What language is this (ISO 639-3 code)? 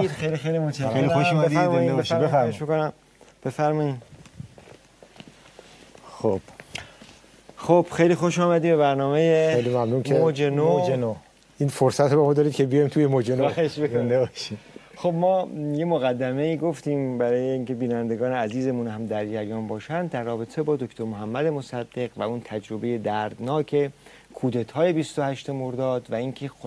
fas